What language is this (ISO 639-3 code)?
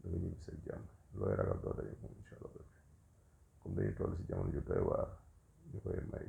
wol